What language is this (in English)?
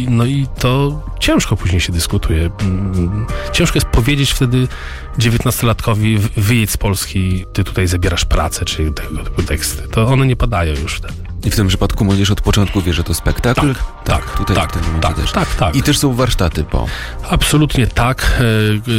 Polish